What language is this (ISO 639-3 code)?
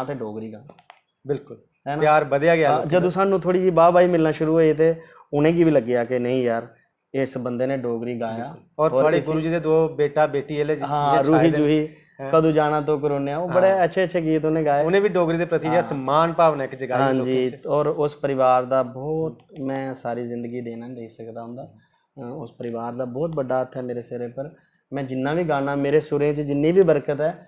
doi